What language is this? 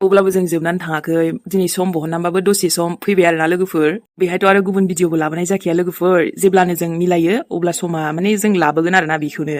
Bodo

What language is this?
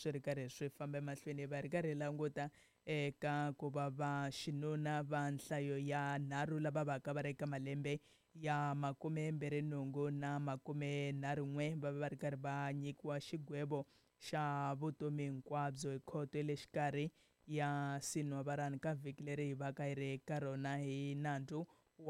Tsonga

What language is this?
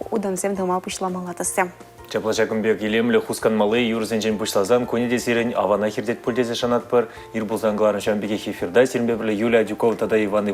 Chuvash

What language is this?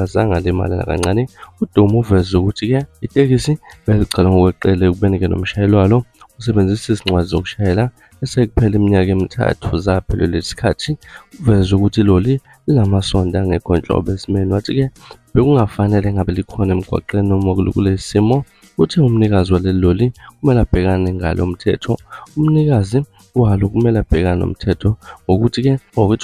Zulu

